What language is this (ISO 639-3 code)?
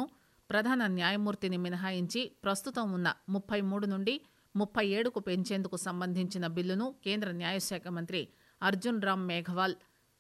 tel